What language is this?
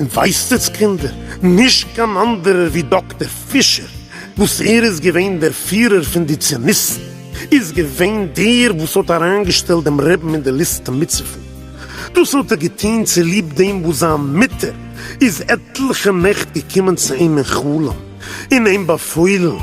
Yiddish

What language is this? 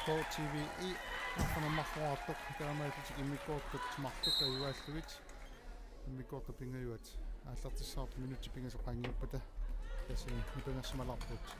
Kalaallisut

